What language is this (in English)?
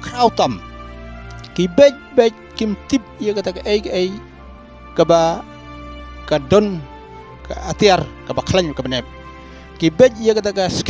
Khasi